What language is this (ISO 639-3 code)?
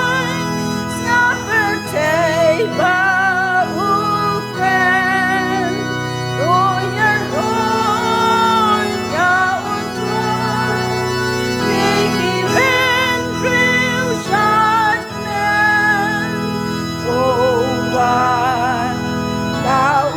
kha